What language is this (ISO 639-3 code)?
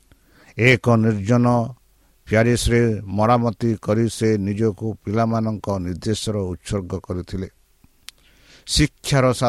ori